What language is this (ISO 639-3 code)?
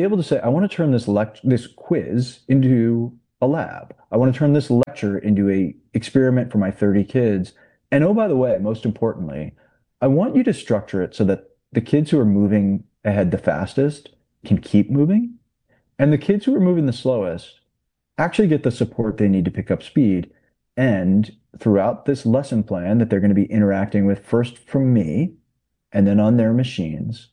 eng